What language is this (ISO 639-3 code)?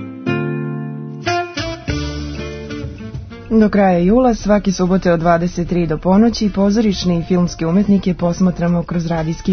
srp